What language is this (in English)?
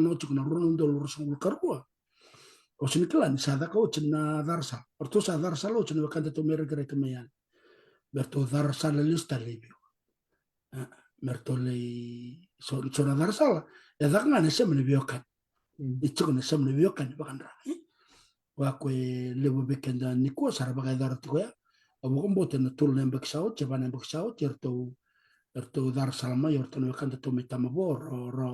Fijian